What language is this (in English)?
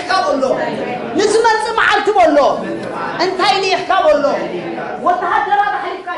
Tigrinya